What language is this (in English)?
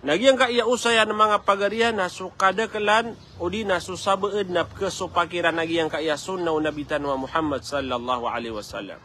Maranao